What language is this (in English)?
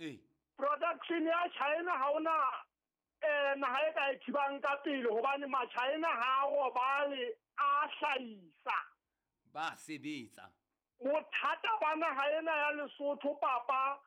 Southern Sotho